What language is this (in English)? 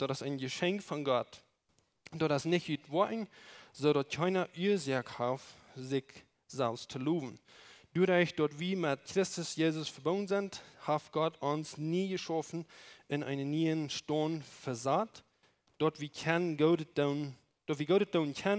Plautdietsch